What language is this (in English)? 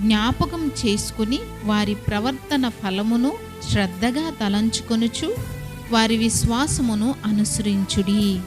Koya